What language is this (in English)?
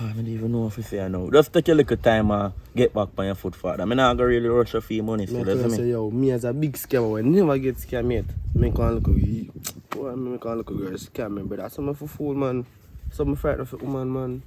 Jamaican Creole English